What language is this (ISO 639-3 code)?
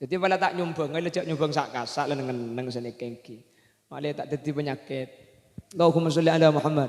mad